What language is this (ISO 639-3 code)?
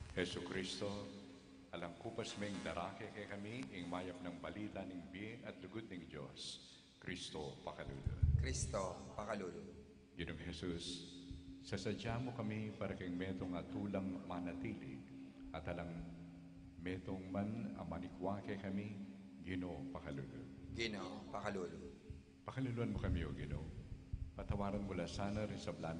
pam